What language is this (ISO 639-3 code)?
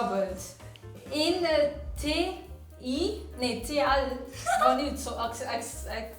ltz